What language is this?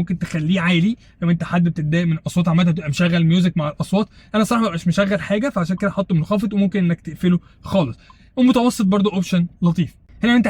Egyptian Arabic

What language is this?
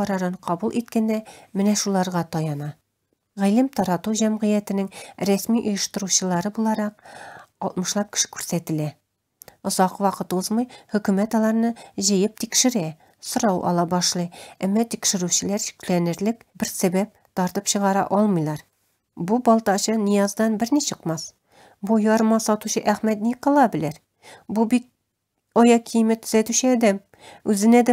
Tatar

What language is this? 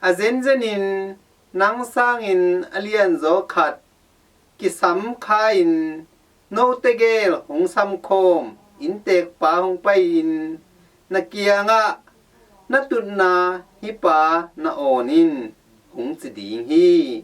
Tedim Chin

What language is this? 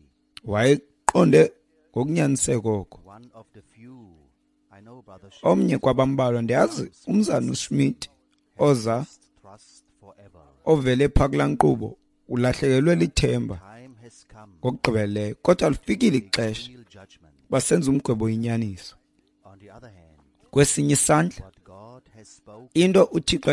Xhosa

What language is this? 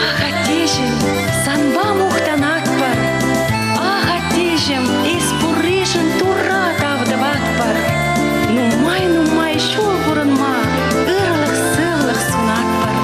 Chuvash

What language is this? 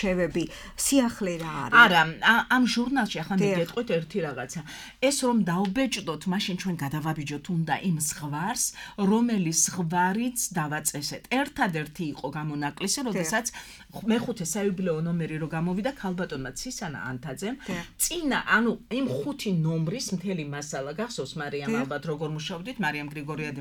Georgian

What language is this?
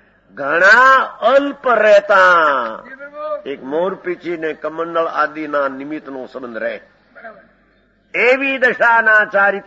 Gujarati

